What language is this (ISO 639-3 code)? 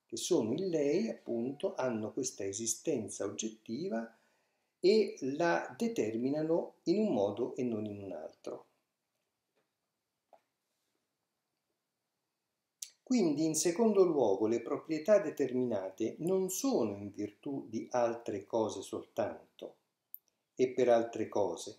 ita